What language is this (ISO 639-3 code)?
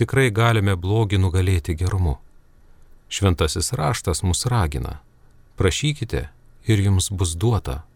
lit